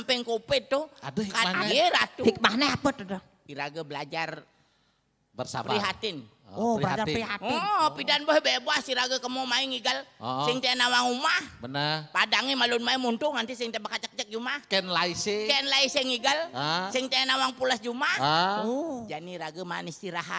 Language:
Balinese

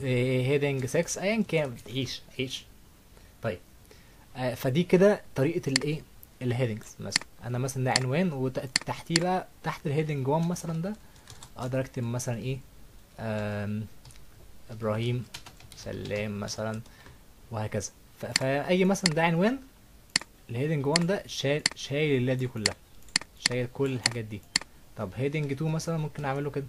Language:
Egyptian Arabic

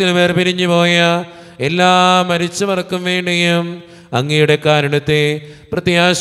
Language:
Malayalam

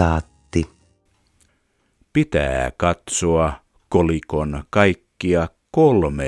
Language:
Finnish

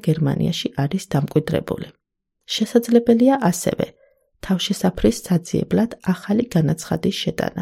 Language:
Georgian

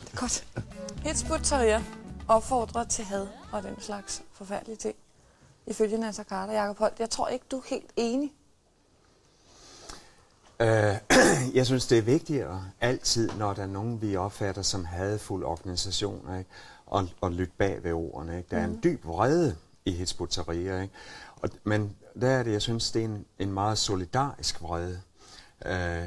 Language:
Danish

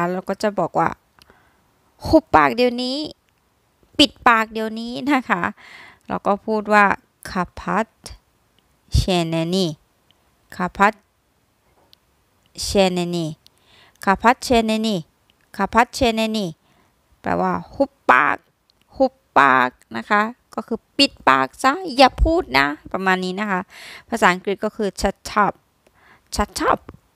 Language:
Thai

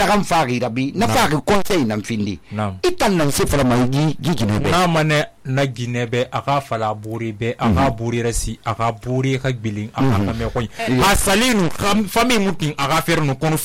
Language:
Susu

